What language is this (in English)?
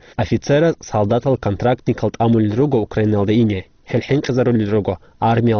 Avaric